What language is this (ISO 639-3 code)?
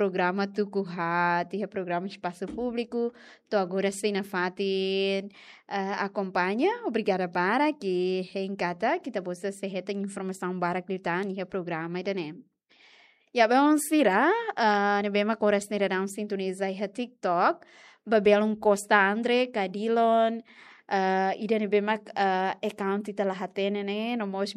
tet